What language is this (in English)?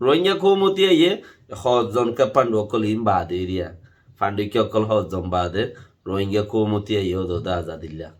Rohingya